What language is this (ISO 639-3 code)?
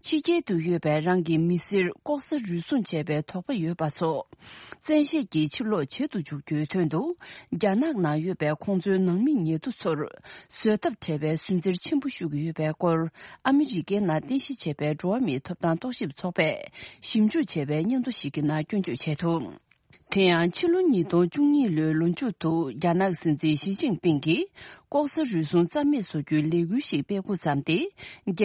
bod